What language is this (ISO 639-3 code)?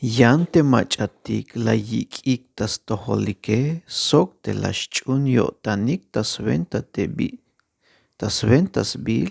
tzh